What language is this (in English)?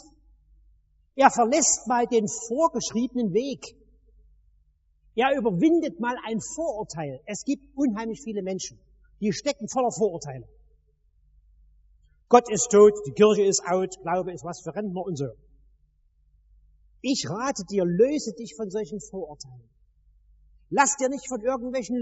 German